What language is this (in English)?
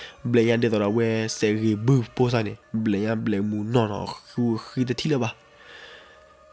S'gaw Karen